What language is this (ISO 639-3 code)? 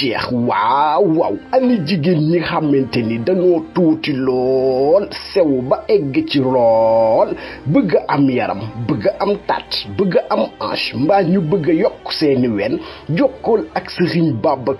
wol